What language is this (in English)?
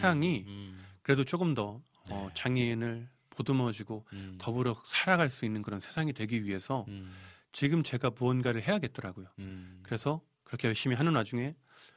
Korean